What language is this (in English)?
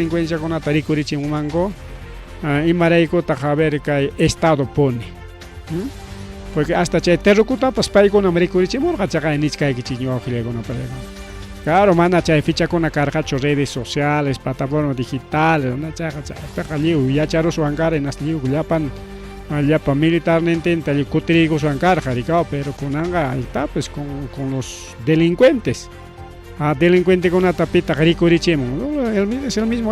Ayacucho Quechua